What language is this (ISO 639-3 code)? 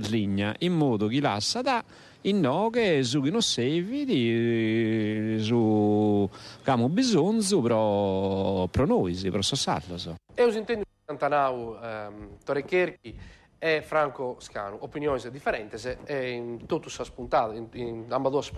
srd